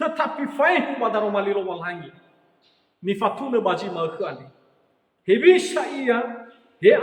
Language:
Nias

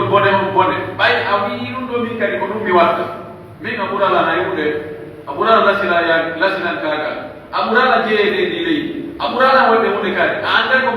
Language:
Pular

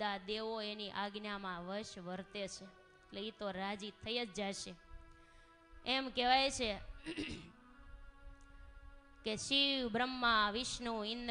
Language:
Gujarati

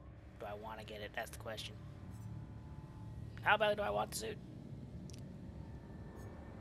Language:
English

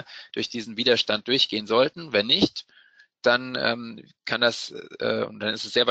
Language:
German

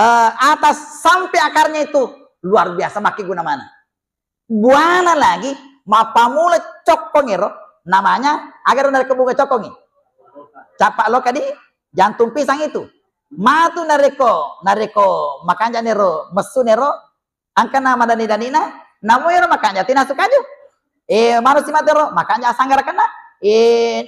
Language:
Buginese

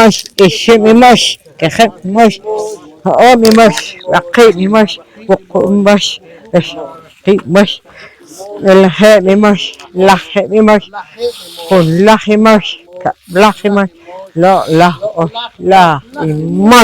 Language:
Poqomchi'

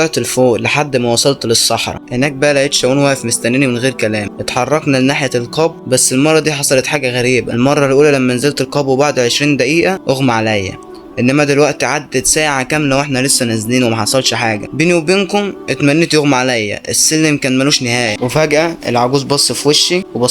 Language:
Egyptian Arabic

